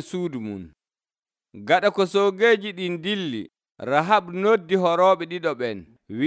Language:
Nigerian Fulfulde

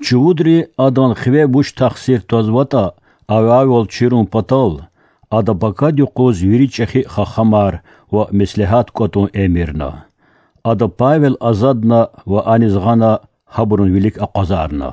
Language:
Lezghian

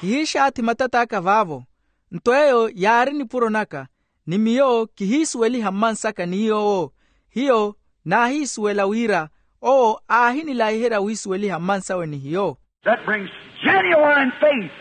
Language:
Makhuwa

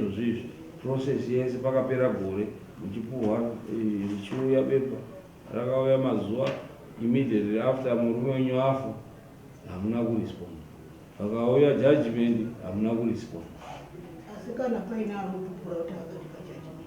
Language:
Shona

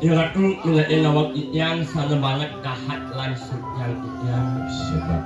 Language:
Balinese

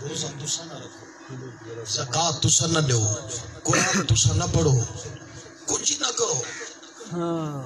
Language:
Saraiki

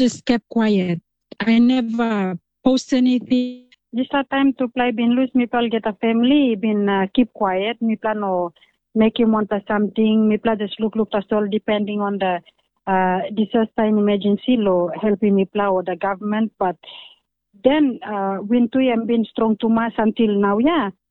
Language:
Tok Pisin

